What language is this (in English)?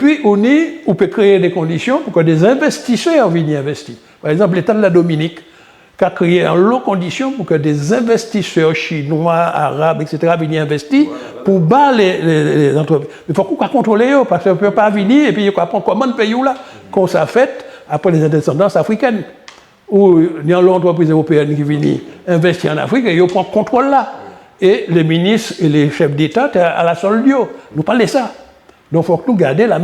Guadeloupean Creole French